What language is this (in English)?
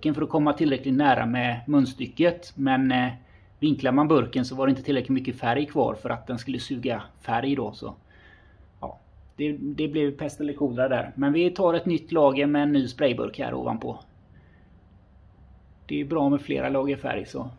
Swedish